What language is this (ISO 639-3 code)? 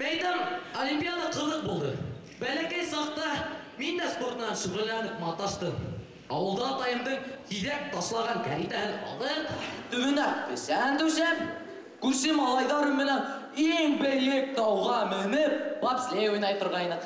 bak